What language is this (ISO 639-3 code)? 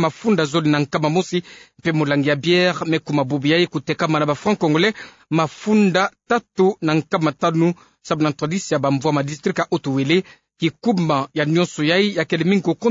ktu